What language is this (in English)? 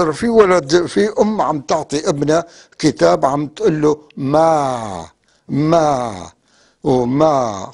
North Levantine Arabic